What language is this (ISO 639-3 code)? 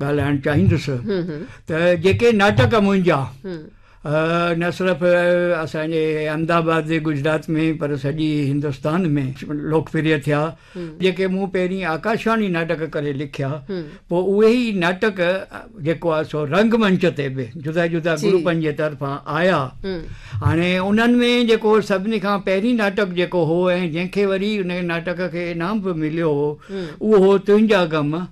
snd